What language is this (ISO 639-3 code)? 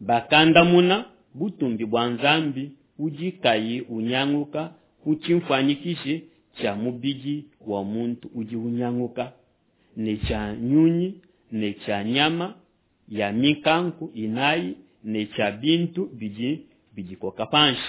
lua